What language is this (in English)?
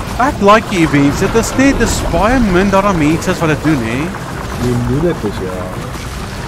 Afrikaans